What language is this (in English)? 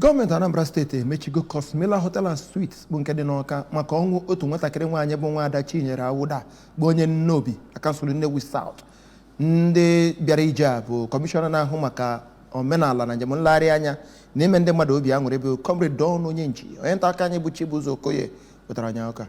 Igbo